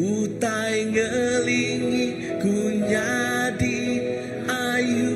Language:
Iban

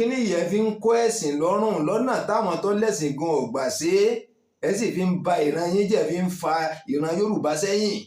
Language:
Yoruba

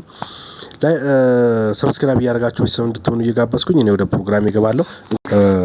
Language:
Amharic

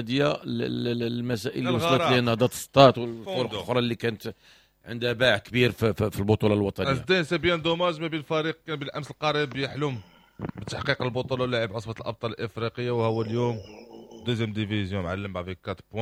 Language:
Moroccan Arabic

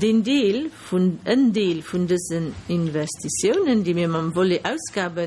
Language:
Luxembourgish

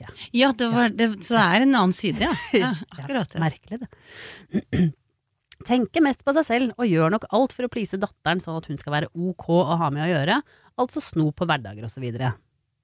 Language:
Norwegian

